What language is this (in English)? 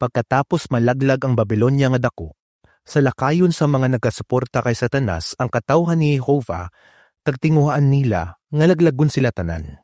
Hiligaynon